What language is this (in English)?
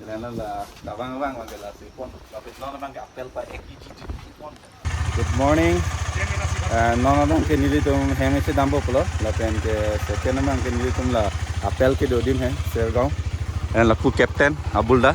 Karbi